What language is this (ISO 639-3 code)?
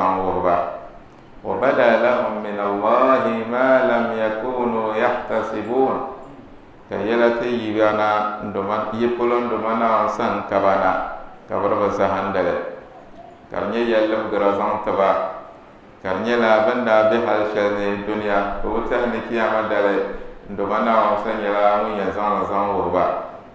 dag